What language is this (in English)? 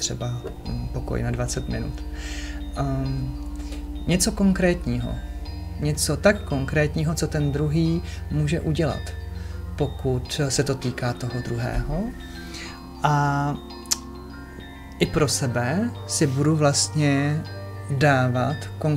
Czech